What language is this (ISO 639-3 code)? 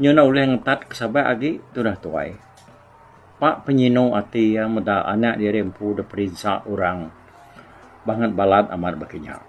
iba